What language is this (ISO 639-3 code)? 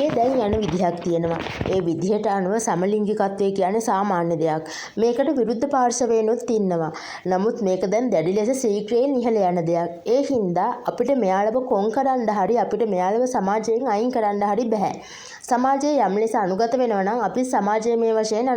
sin